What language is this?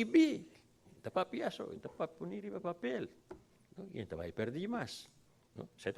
Papiamento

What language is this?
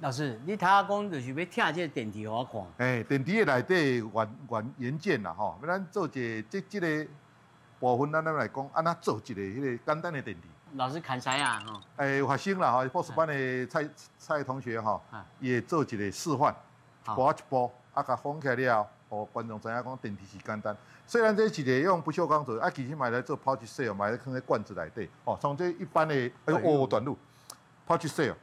Min Nan Chinese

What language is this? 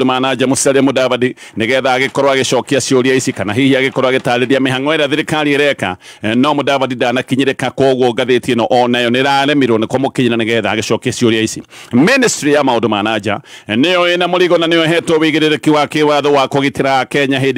Kikuyu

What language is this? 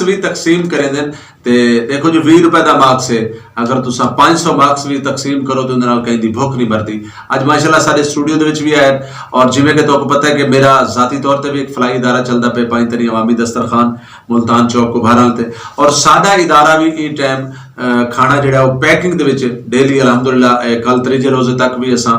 Saraiki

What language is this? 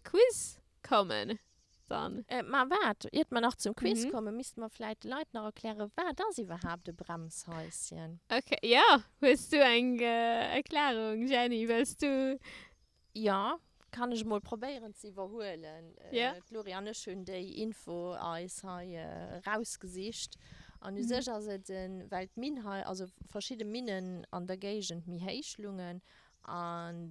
Luxembourgish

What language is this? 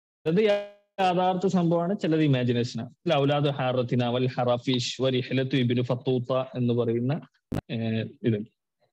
Malayalam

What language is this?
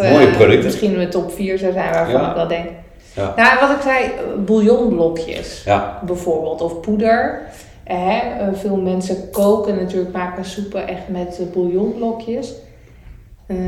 Dutch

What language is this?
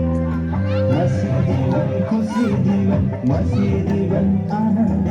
Kok Borok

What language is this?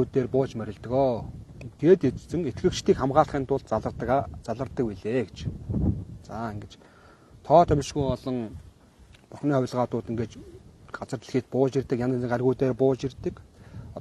Mongolian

